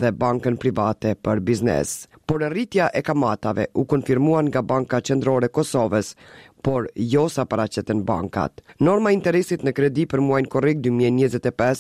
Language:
Albanian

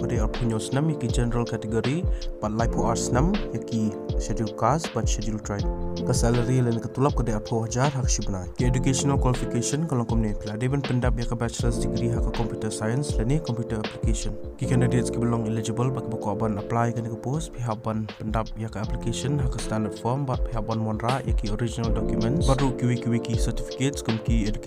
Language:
Khasi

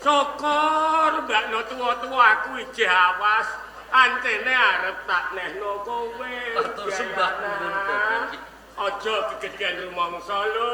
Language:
Javanese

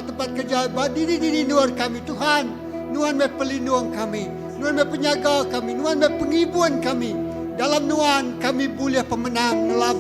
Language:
Iban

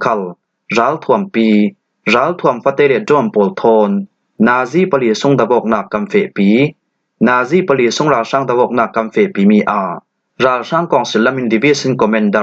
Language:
Falam Chin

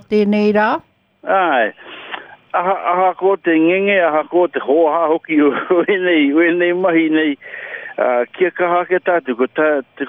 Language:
Māori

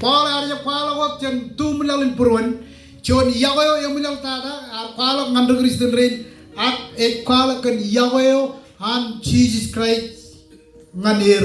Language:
Marshallese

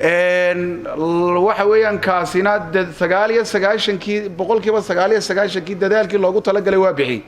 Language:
Somali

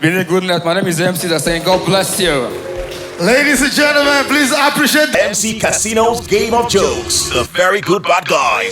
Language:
Nigerian Pidgin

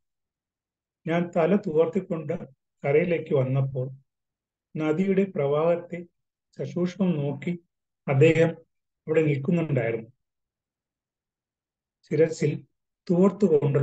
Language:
Malayalam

